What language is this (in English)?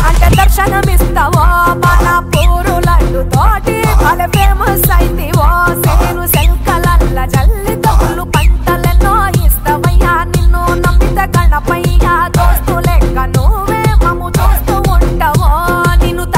Telugu